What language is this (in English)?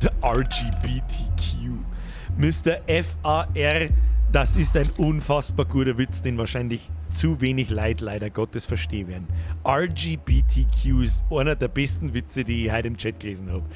Bavarian